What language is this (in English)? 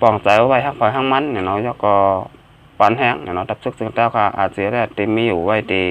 Shan